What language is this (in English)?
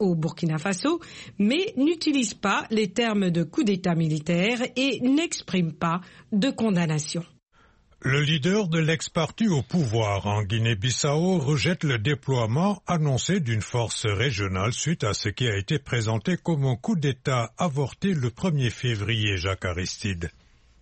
French